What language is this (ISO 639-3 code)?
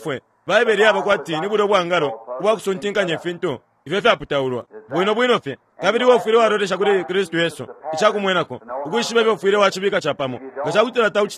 bem